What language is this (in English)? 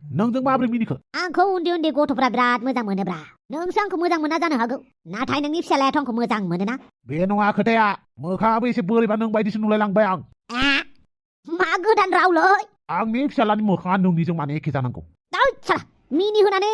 Bodo